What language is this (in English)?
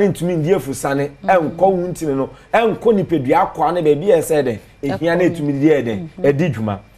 Akan